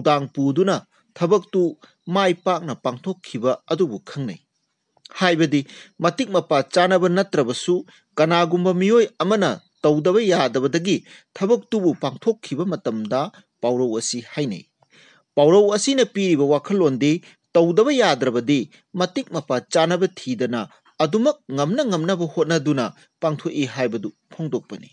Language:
Manipuri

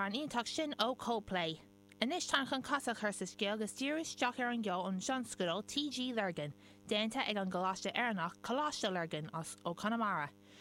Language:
Irish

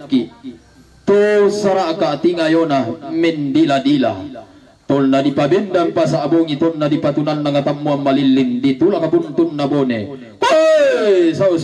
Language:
Toraja-Sa'dan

